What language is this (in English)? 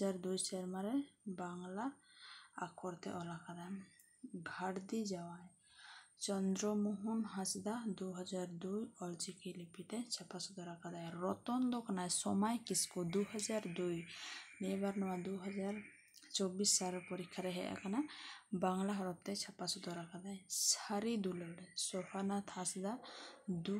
Santali